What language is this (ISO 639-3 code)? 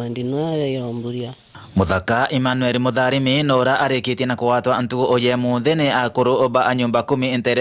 mer